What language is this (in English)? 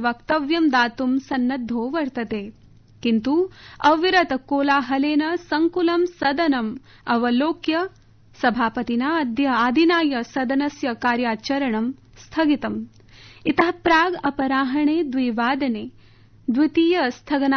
Sanskrit